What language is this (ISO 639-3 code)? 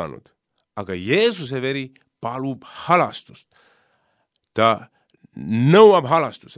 est